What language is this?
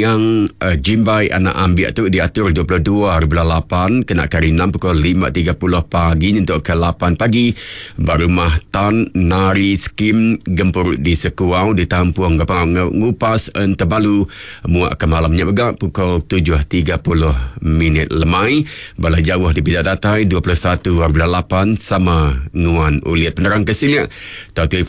Iban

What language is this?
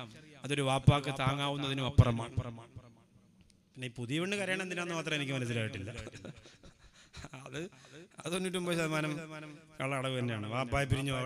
Malayalam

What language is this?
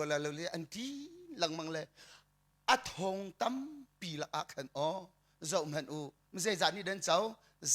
Hakha Chin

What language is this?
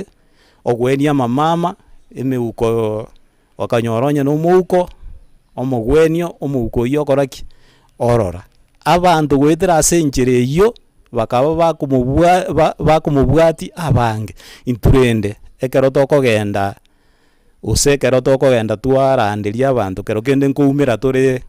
Gusii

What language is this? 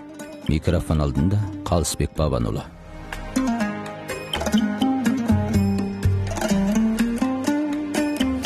Kazakh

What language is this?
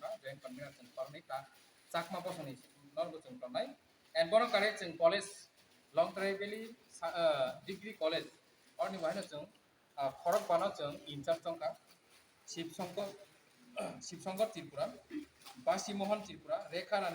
Kok Borok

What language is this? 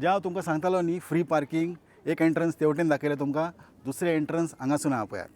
Konkani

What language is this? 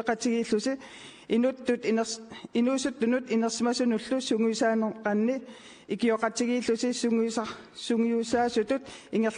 Kalaallisut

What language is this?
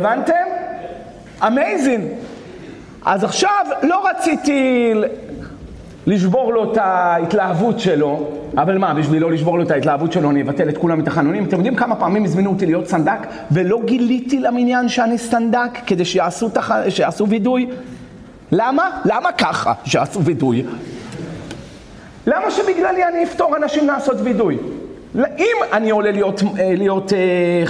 Hebrew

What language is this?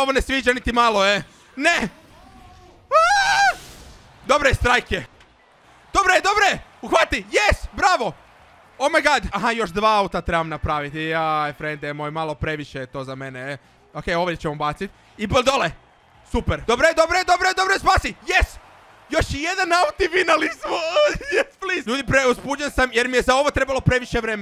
Croatian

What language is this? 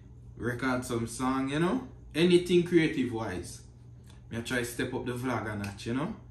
Jamaican Creole English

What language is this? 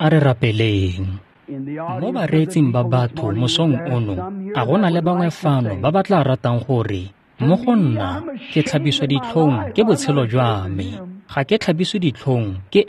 Tswana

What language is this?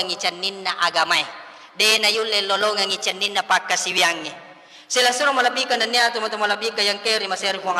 Buginese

